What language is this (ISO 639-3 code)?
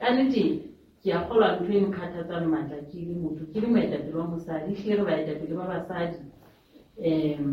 sot